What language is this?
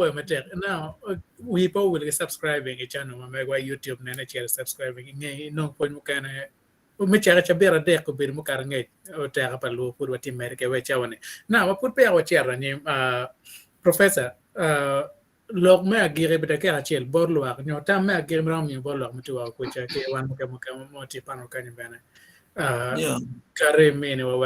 Acoli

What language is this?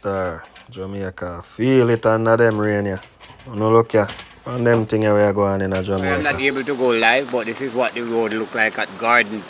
Jamaican Creole English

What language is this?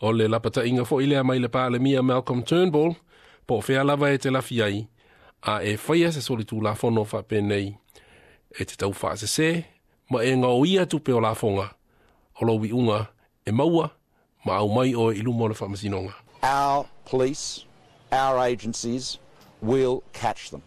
Samoan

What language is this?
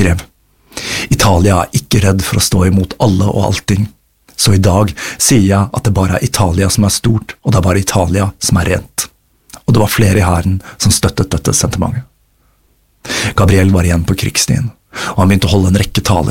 Norwegian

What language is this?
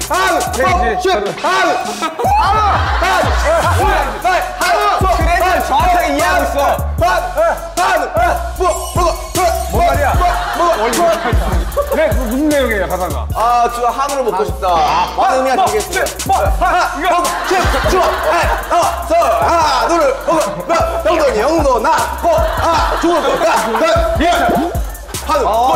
Korean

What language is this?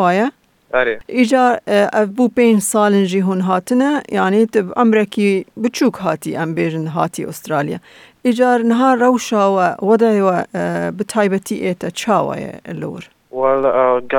Kurdish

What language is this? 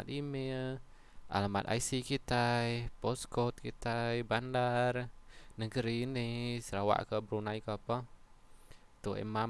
Iban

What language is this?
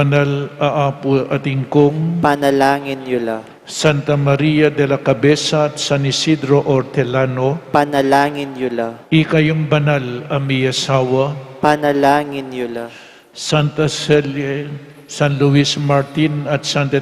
Pampanga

